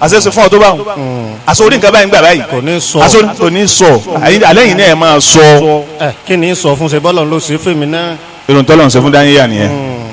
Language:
Yoruba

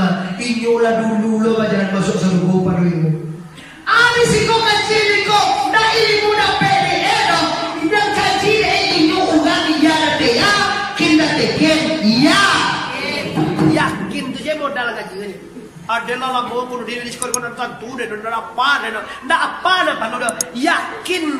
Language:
Minangkabau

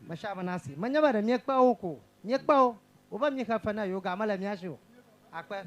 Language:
Ewe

